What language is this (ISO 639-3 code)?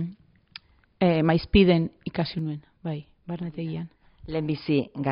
eus